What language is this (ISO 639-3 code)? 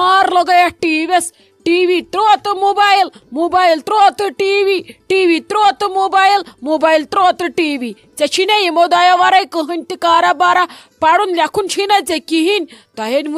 kas